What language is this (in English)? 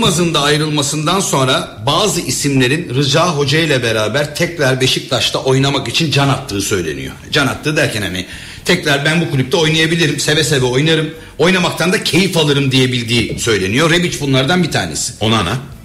Turkish